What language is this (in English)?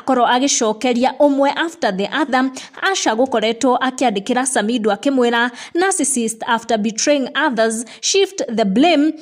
Kikuyu